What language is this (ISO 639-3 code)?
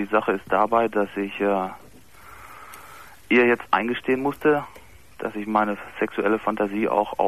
deu